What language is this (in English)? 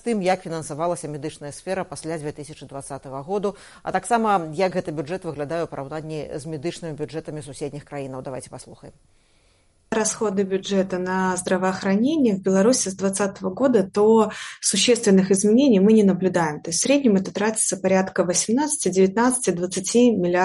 Belarusian